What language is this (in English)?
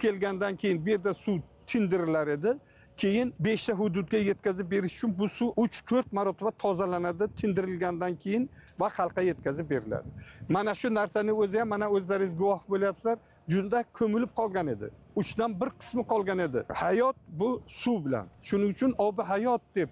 Uzbek